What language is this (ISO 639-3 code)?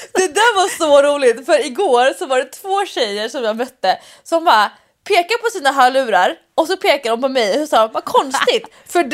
swe